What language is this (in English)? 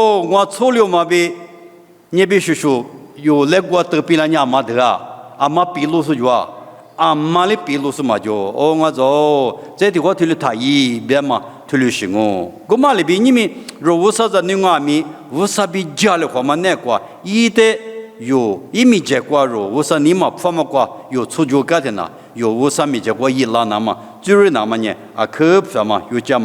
Lisu